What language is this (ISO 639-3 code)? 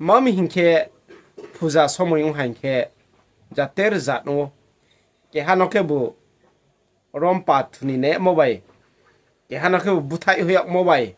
ria